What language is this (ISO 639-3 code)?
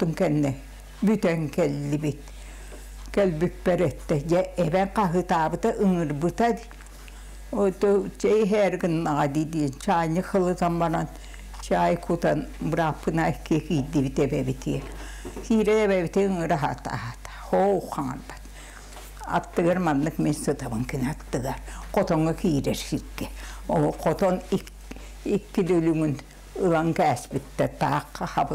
sah